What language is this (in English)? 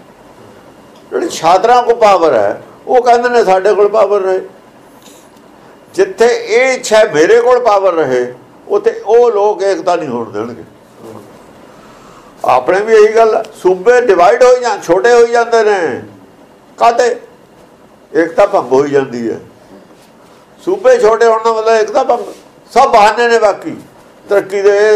Punjabi